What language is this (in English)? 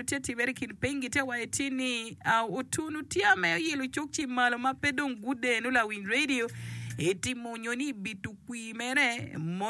Acoli